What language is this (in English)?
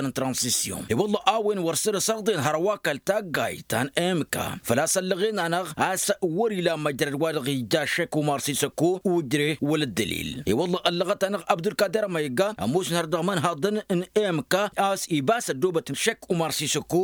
Tamasheq